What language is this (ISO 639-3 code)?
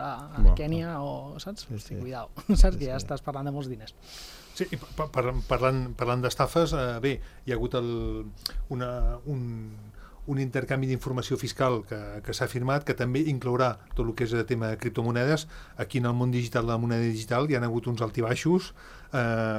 cat